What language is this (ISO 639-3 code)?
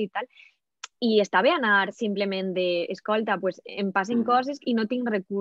cat